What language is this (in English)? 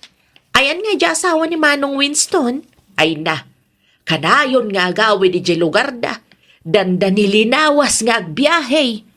Iloko